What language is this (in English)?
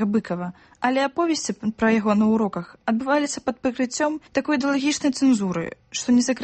Belarusian